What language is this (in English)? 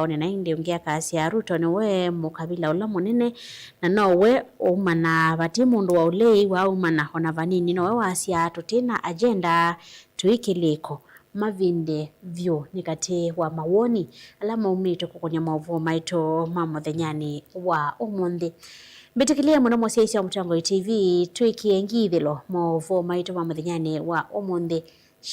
Kamba